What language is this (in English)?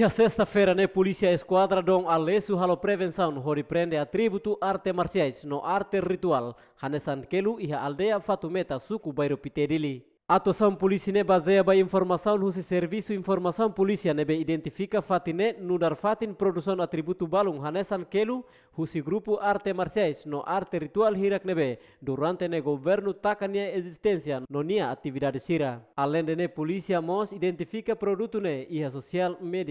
Tetum